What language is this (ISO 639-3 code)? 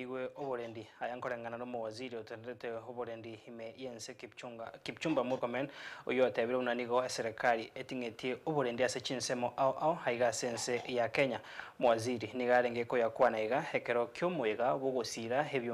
guz